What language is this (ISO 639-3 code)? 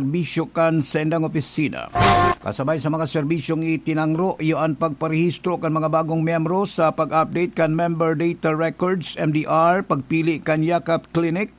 bik